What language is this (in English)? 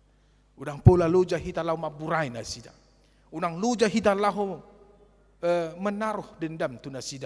Batak Toba